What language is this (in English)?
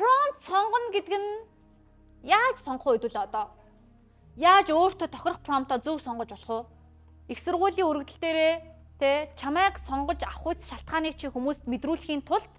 Mongolian